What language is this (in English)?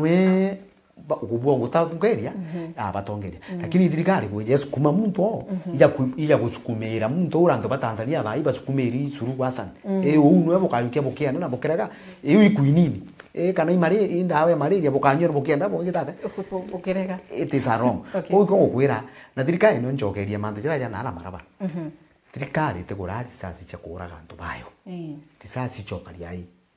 Meru